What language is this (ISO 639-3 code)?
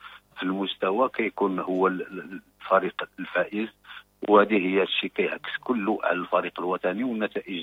ary